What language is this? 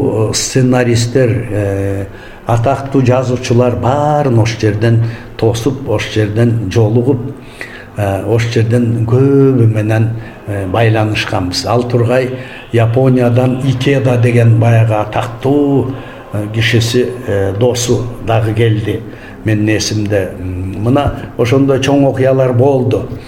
Kyrgyz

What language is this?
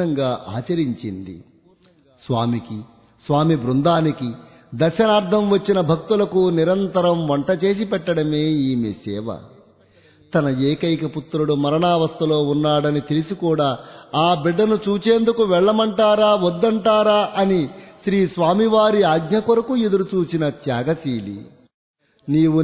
Telugu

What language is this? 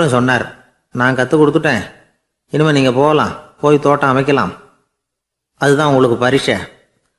Tamil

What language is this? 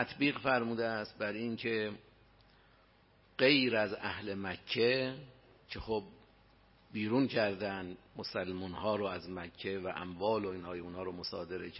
Persian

